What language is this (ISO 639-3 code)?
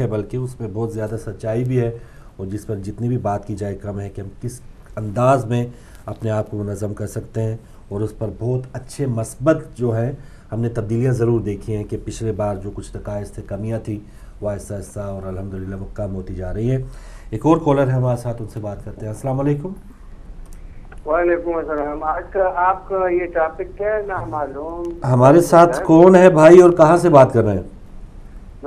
urd